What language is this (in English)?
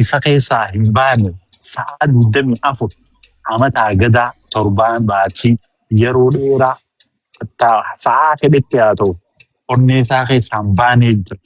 Oromo